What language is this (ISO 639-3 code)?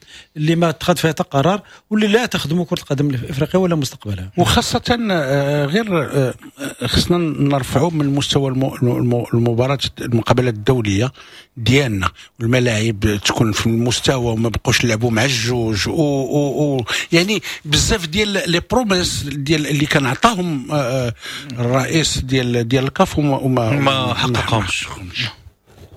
ary